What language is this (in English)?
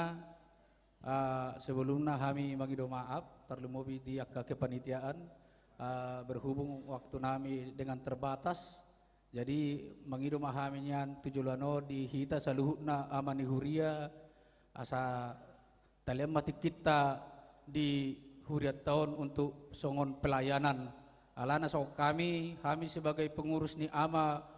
Batak Toba